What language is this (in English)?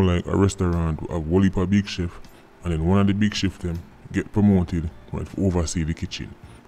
Jamaican Creole English